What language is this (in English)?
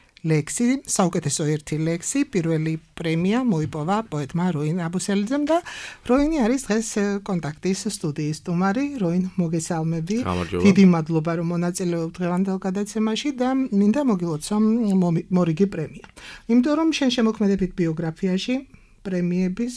Georgian